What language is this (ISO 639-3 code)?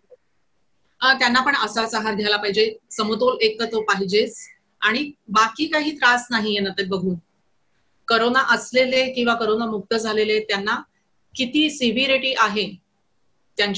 mar